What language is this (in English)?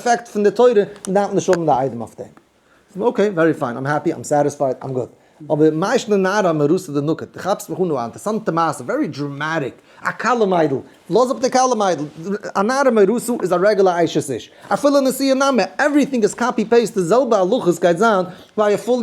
Yiddish